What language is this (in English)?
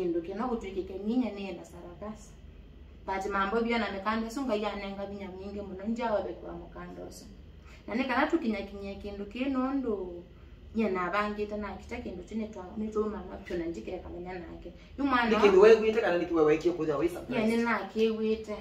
Kamba